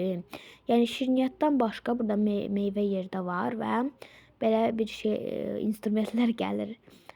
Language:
Azerbaijani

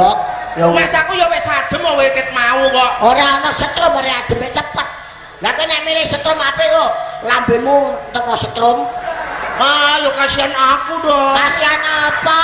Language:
Javanese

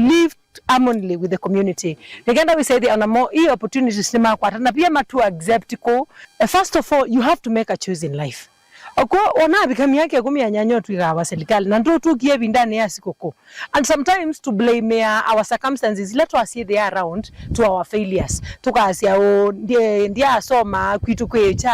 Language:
Kamba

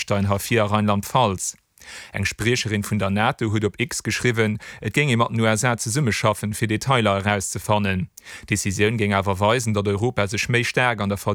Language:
Luxembourgish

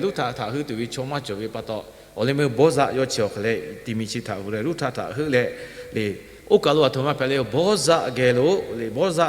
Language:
Lahu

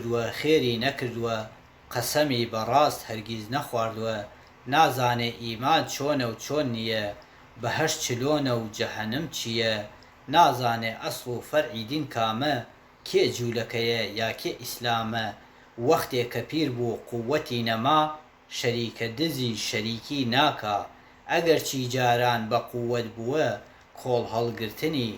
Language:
Central Kurdish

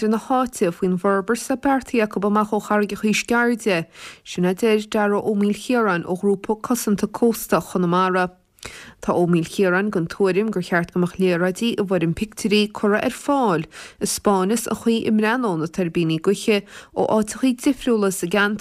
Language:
Irish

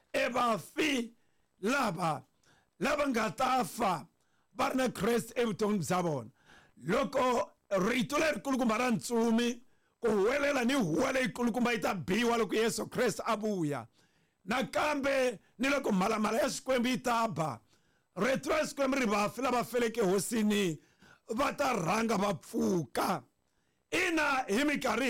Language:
Tsonga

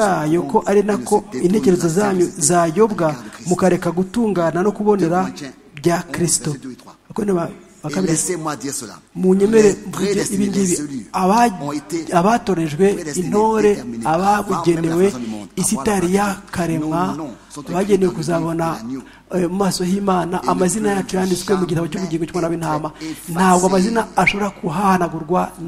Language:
Kinyarwanda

